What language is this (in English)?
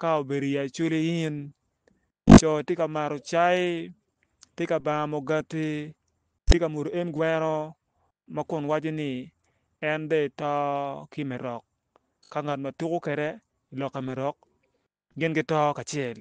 Acoli